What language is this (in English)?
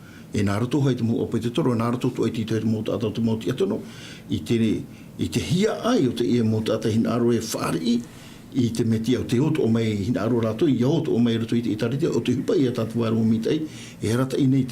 Tahitian